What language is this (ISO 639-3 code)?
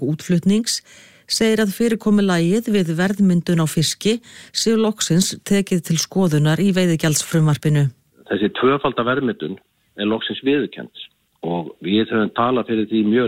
isl